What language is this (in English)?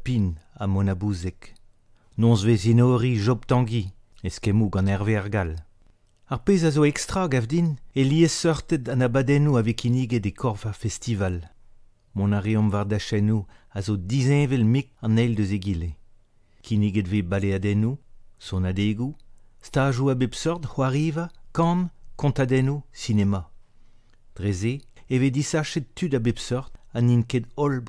Breton